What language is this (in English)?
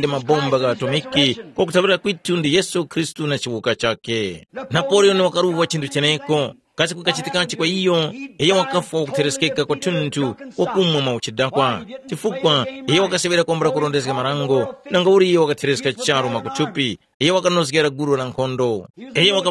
Tumbuka